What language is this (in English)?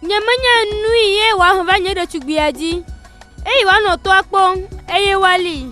Gen